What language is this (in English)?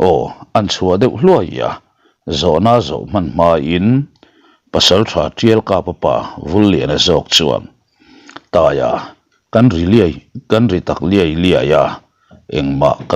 Mizo